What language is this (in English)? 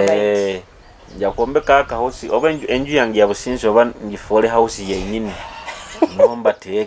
Nyoro